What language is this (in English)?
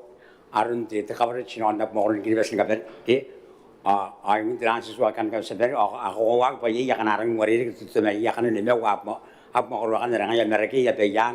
Gilbertese